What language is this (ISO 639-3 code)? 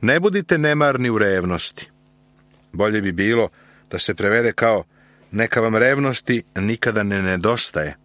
srp